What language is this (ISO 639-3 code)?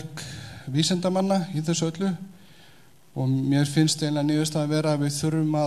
isl